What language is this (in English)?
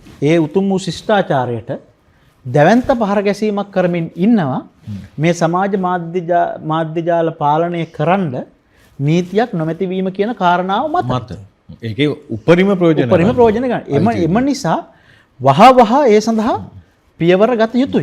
Sinhala